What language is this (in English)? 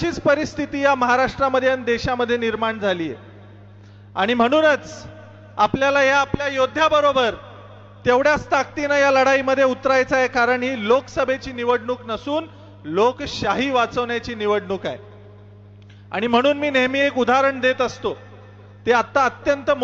Marathi